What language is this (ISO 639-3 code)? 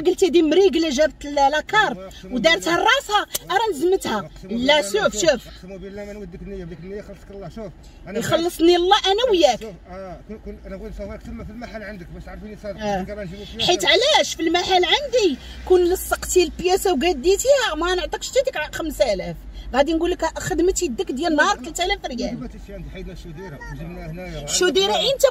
ary